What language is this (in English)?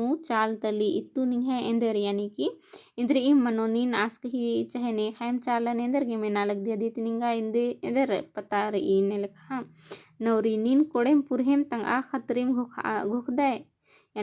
Kurukh